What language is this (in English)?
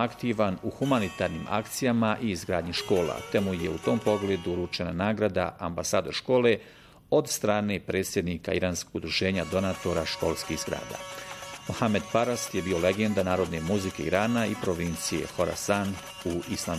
Bosnian